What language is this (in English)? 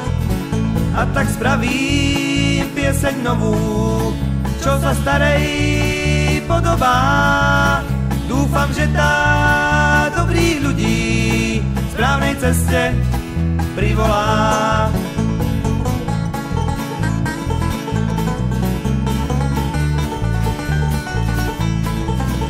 Slovak